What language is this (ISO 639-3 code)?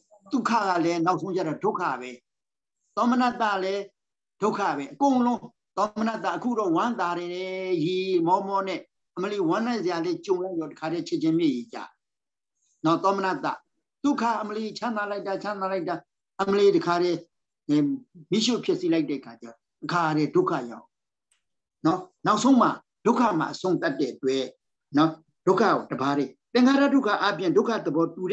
mya